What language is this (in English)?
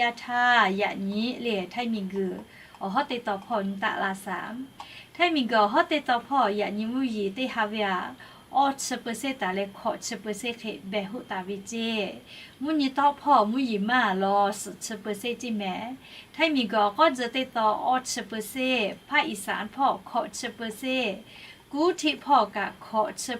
Lahu